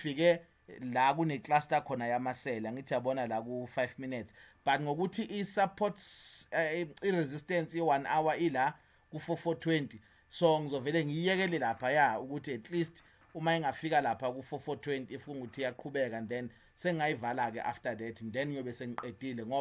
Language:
Zulu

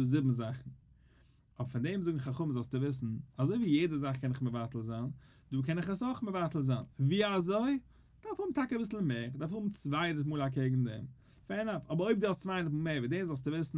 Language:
Yiddish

